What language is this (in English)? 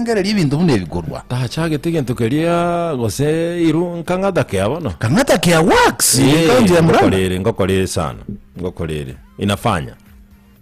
Gusii